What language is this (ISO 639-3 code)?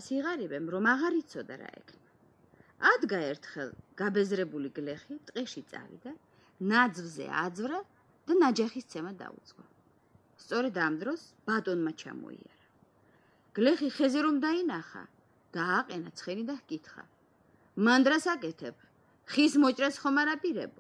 kat